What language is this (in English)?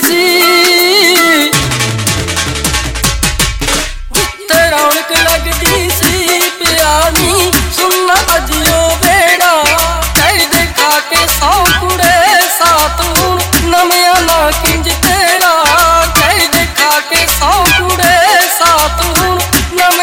Punjabi